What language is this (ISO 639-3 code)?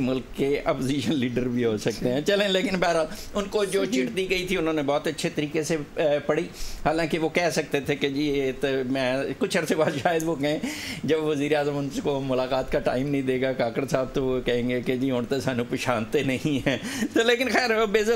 urd